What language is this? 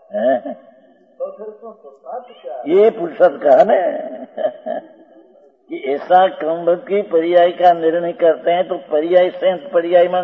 Hindi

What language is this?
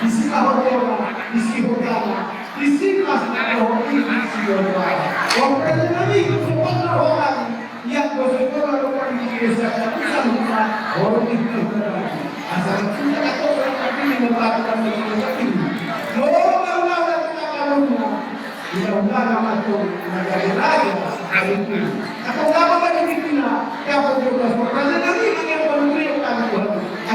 Batak Toba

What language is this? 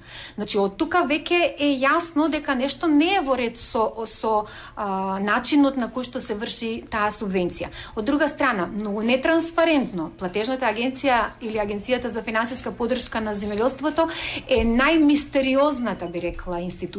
Macedonian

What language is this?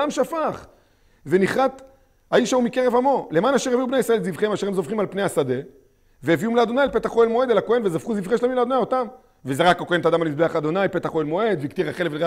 Hebrew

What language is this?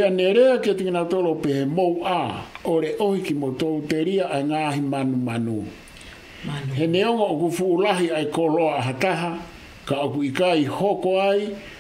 Tongan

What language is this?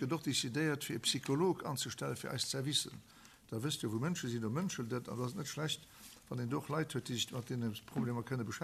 Luxembourgish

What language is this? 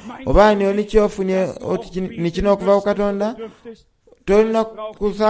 Soga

